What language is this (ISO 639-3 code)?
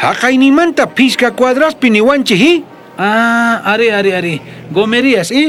quh